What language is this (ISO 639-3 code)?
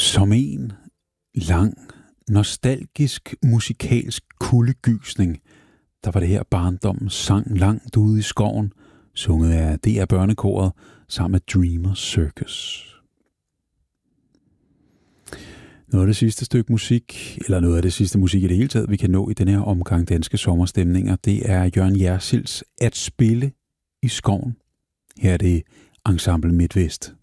dan